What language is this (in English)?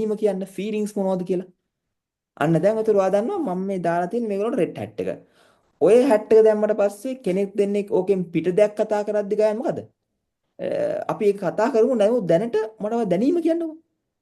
Sinhala